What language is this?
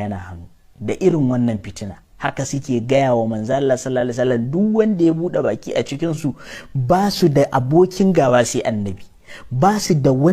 Hausa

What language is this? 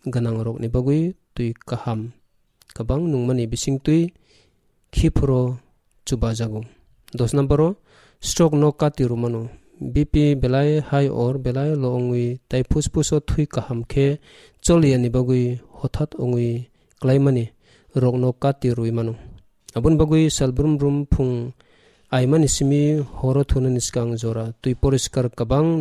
Kok Borok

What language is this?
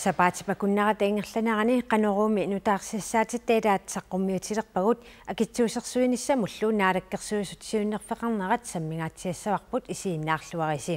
Kalaallisut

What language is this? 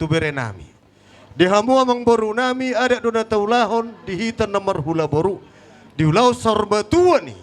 Batak Toba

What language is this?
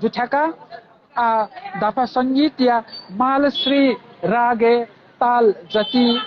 Newari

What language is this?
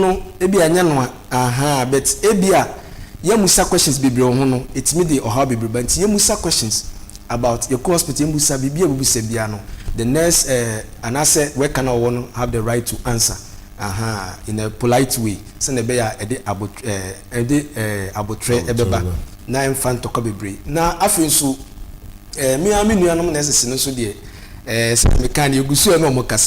Akan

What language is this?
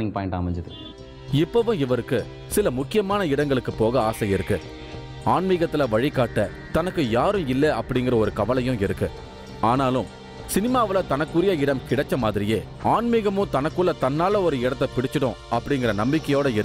Tamil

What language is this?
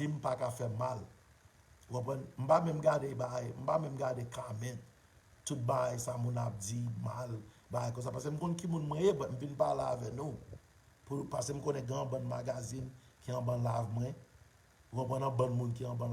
Haitian Creole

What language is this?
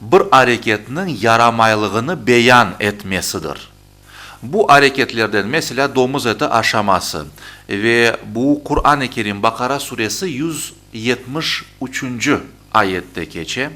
Crimean Tatar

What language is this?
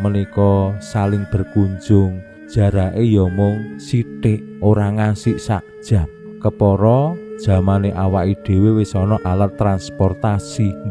Javanese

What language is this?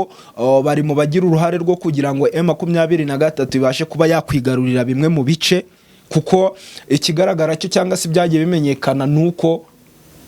Kinyarwanda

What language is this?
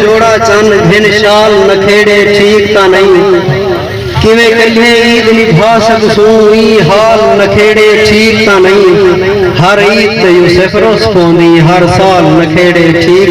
Saraiki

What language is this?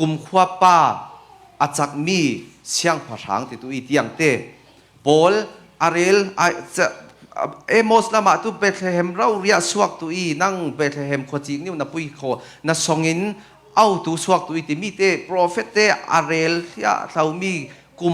Falam Chin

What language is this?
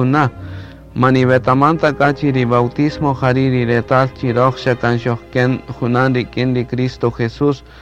Kaqchikel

